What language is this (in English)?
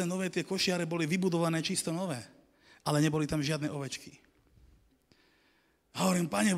Slovak